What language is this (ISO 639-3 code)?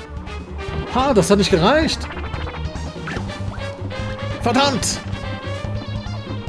deu